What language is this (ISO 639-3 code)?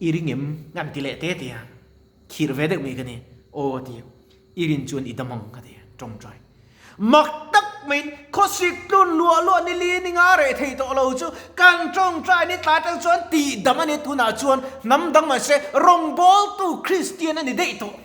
lus